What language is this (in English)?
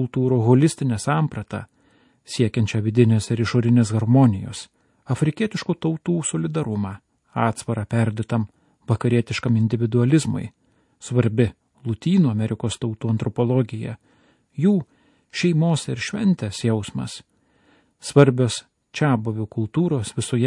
Lithuanian